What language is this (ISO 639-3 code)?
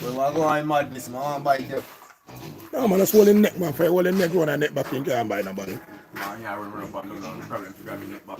jam